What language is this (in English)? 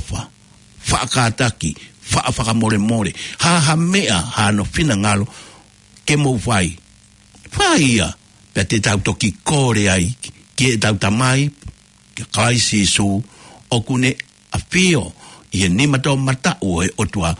Tongan